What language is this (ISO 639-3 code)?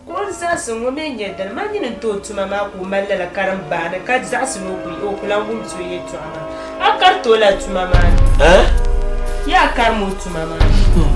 dag